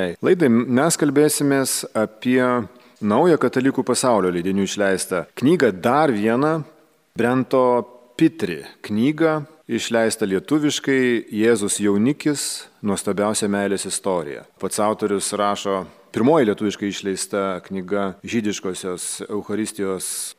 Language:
Lithuanian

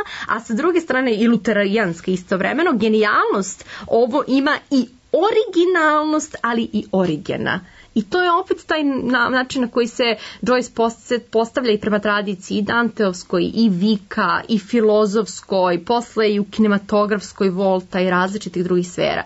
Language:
Serbian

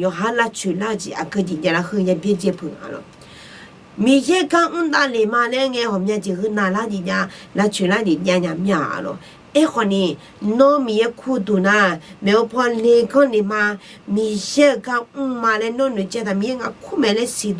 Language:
Akha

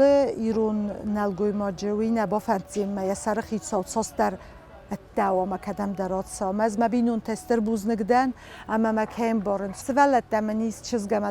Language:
Ossetic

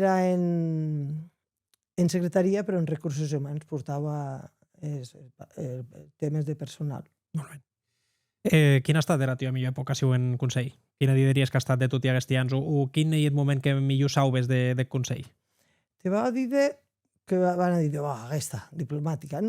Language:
Occitan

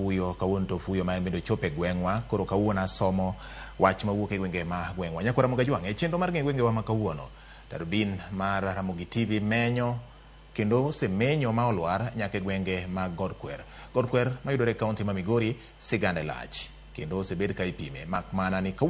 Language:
Luo (Kenya and Tanzania)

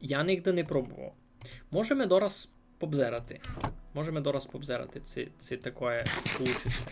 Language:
Rusyn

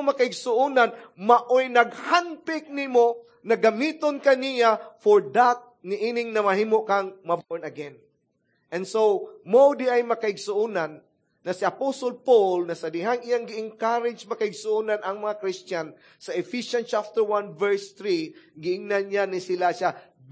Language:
Cebuano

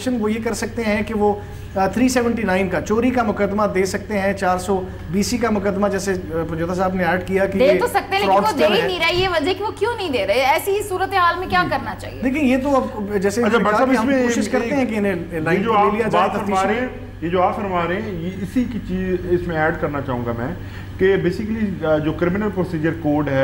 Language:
Urdu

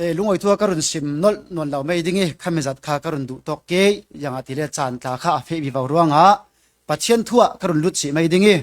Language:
Falam Chin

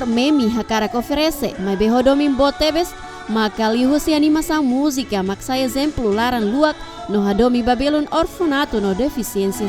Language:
Tetum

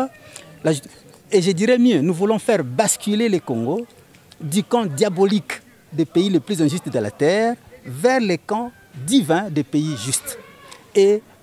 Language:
French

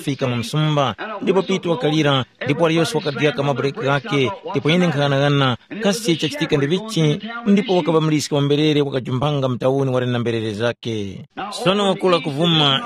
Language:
Tumbuka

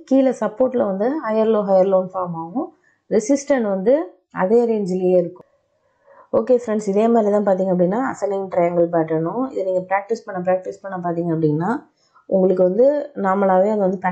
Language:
Tamil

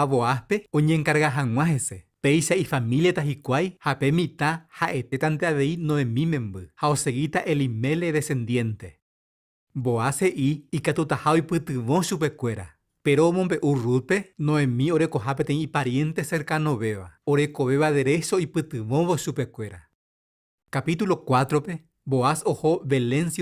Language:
Guarani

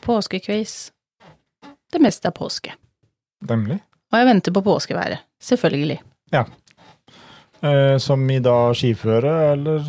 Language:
Norwegian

